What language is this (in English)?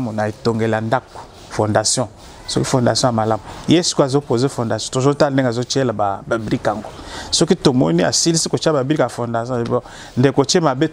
Lingala